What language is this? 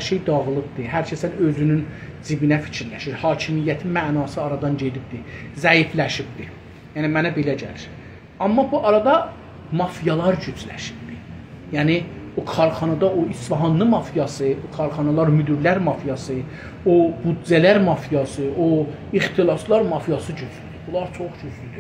South Azerbaijani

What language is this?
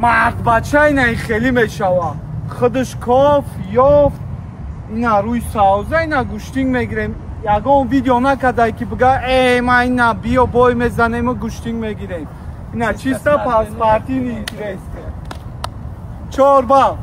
Tajik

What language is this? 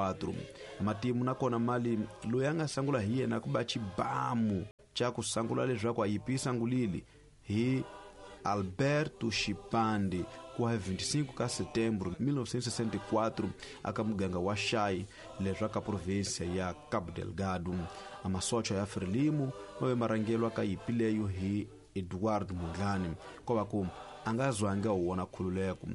Tsonga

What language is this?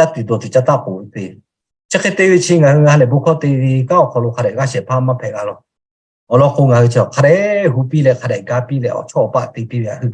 Lahu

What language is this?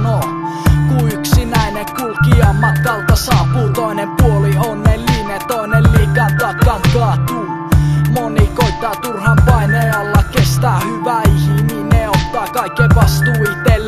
Finnish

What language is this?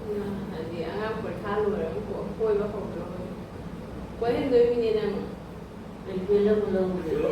Manipuri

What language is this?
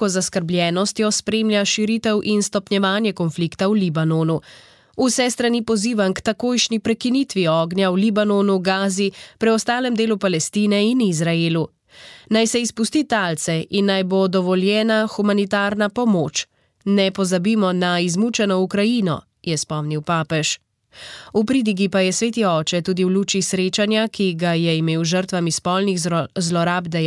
Slovenian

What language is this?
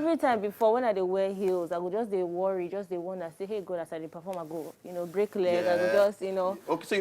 Nigerian Pidgin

